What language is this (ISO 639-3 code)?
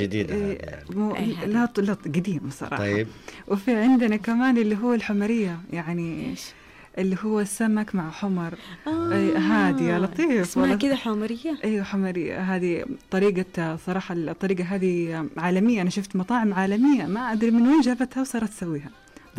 ars